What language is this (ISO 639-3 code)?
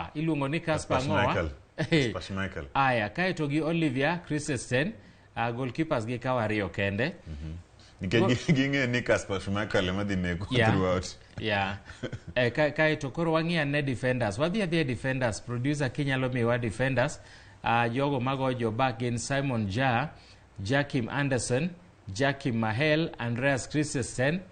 luo